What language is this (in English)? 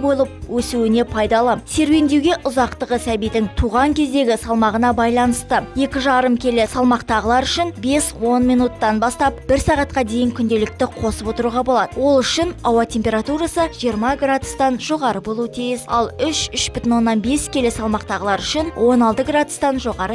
Kazakh